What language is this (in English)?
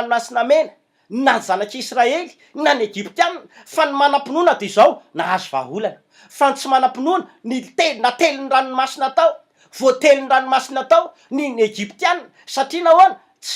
Malagasy